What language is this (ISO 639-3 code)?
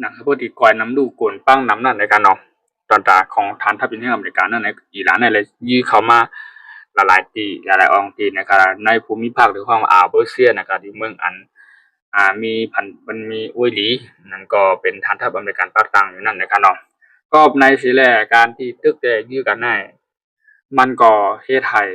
shn